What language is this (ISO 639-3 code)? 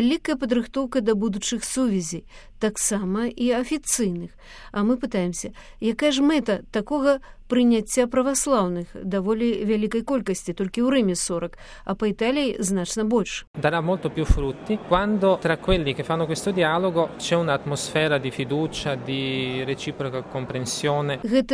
bel